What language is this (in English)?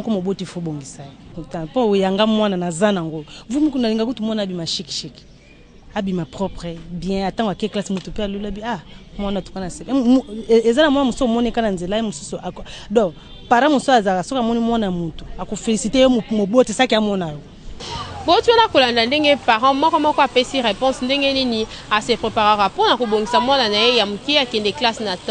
Lingala